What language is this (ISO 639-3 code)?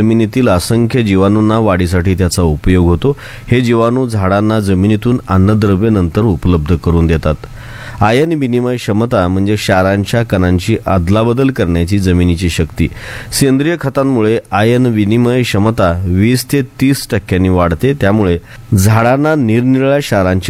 mar